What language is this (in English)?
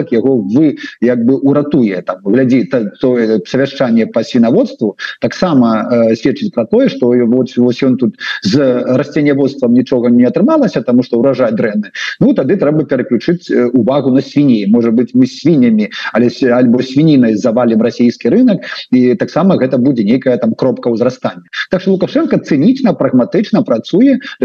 Belarusian